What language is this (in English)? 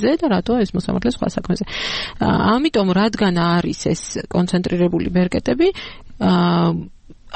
Georgian